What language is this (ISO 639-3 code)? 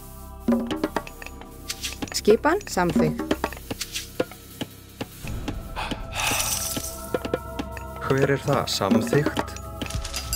isl